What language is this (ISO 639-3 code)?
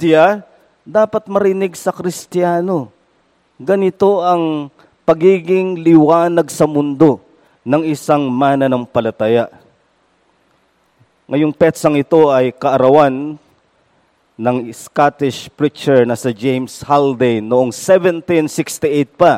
fil